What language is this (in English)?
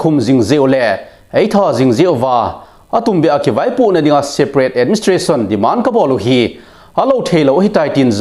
Thado Chin